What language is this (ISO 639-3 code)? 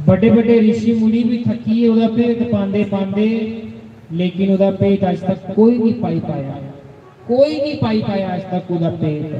doi